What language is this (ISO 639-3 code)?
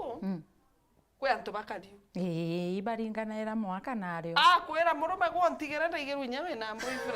mer